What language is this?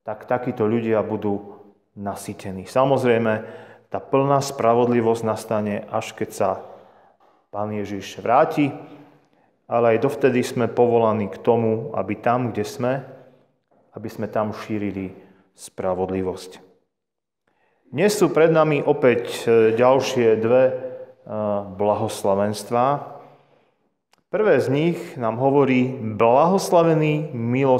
Slovak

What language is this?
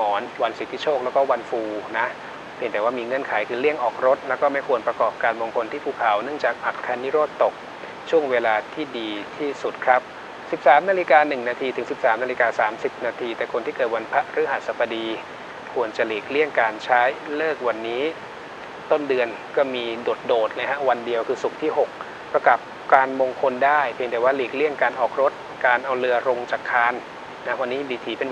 Thai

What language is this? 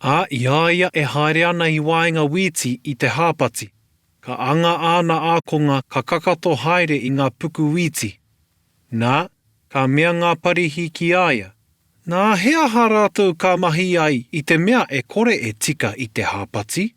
Māori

